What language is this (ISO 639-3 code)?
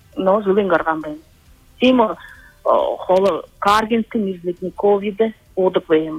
bua